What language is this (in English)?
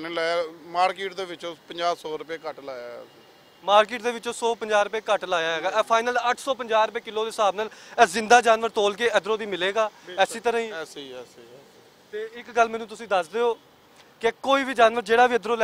Western Panjabi